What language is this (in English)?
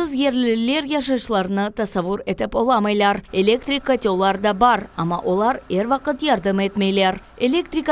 Crimean Tatar